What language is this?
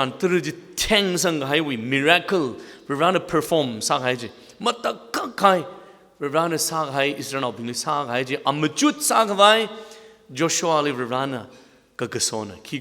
Tangkhul Naga (India)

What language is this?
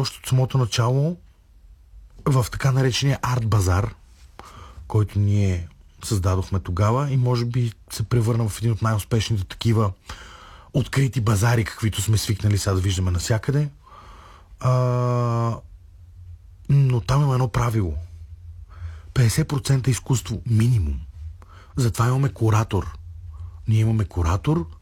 Bulgarian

